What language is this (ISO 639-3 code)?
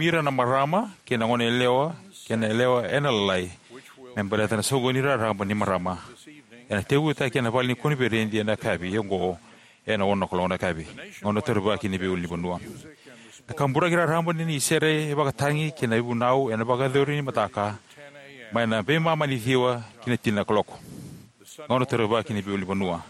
fij